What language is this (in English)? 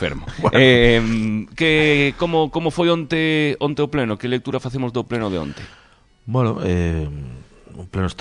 Galician